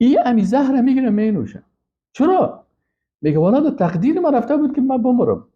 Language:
Persian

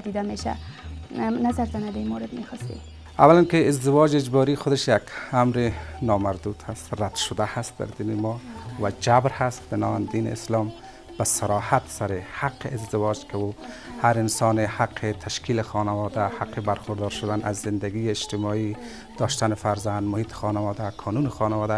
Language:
Persian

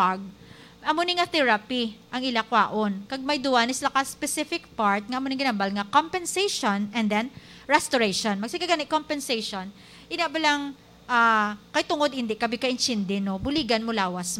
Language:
Hiligaynon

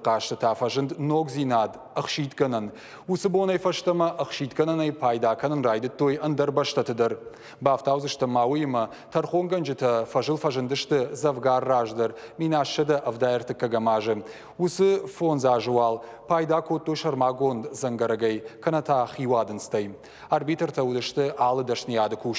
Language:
Ossetic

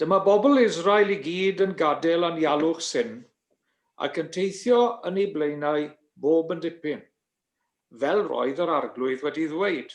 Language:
Welsh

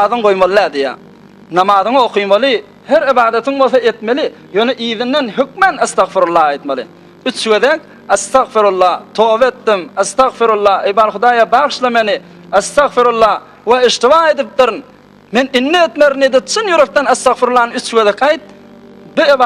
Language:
Turkmen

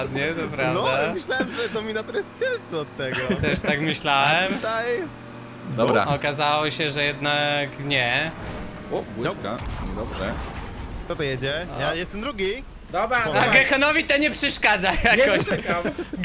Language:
Polish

